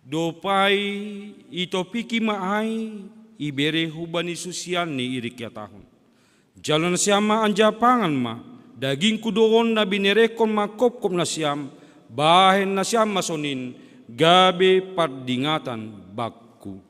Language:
Batak Simalungun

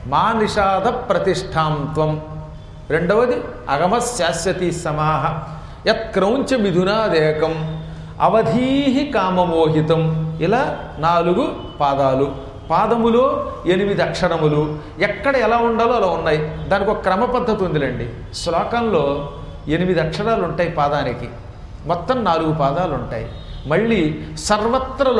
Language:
Telugu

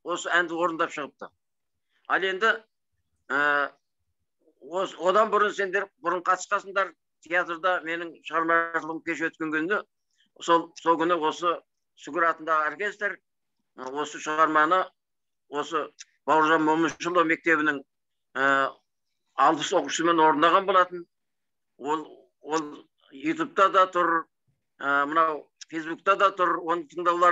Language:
Kazakh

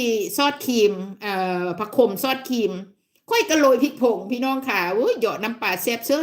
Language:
Northeastern Thai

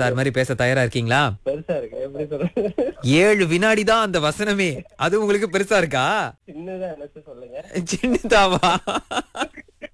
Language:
Tamil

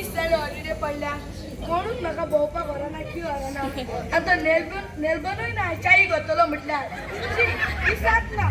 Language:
Konkani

